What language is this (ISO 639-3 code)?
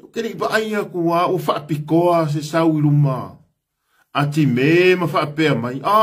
smo